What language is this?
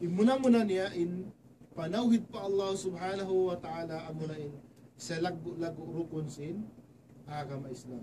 Tausug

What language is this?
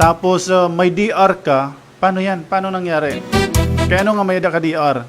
Waray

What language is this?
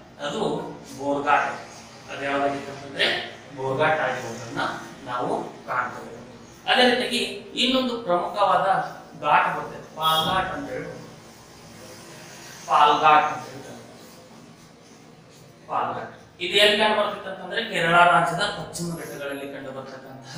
Kannada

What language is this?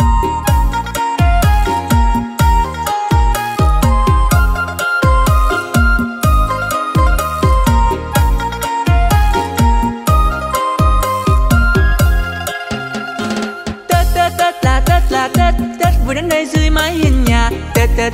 Vietnamese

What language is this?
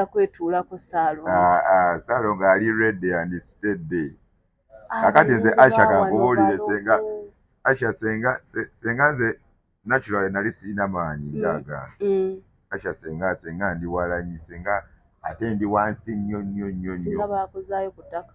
Ganda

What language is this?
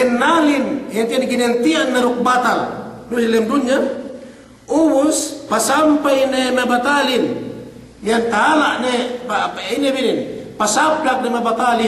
Yakan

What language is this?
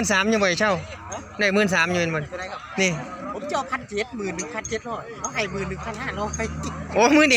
Northeastern Thai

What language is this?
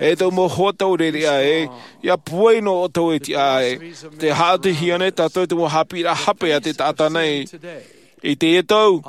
Tahitian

